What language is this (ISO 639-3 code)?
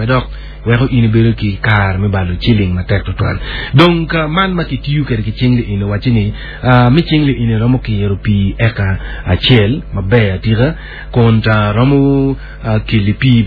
ach